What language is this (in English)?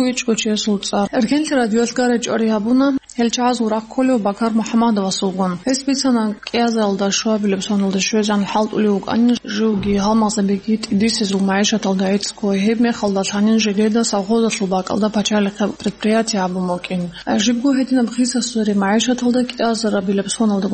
Avaric